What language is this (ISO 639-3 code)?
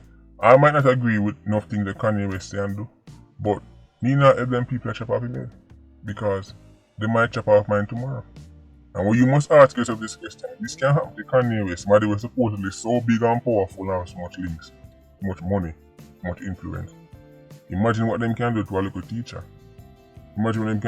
jam